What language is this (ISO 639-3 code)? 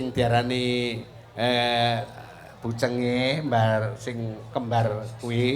jav